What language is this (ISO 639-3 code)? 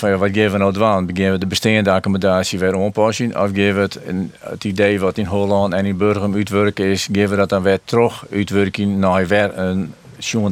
fry